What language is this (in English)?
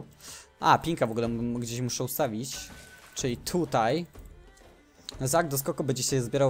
Polish